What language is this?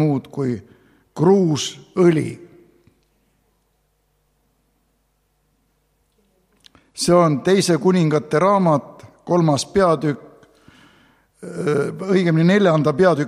Estonian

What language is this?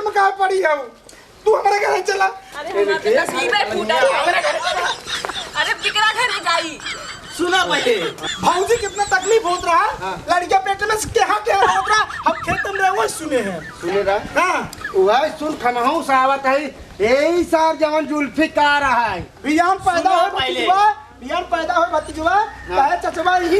Bhojpuri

